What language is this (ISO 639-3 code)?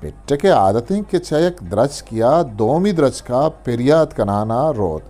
bgp